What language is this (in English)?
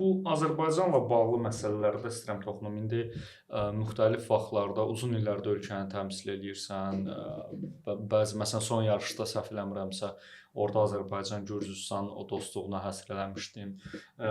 Azerbaijani